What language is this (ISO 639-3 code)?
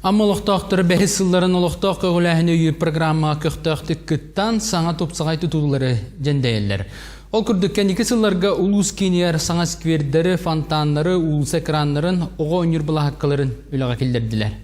sah